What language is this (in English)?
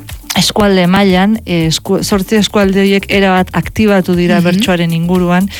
Basque